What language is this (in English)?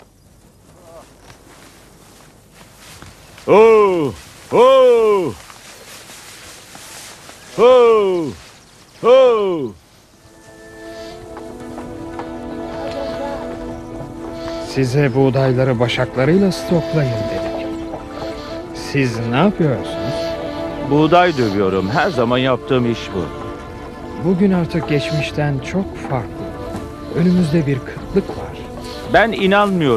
Turkish